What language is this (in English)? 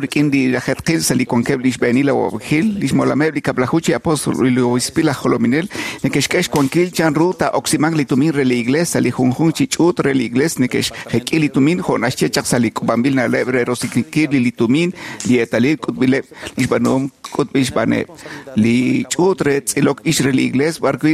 Kekchí